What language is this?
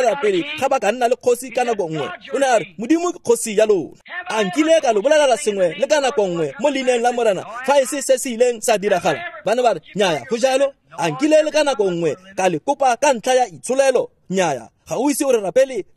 Tswana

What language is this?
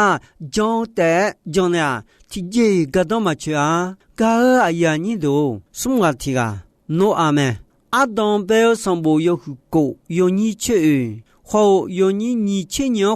Akha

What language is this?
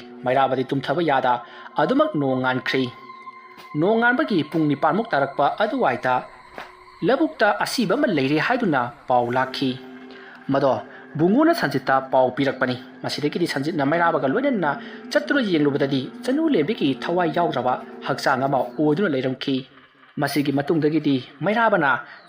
Manipuri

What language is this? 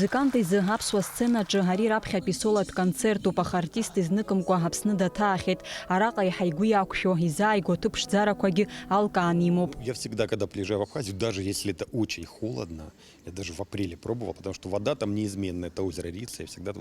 Abkhazian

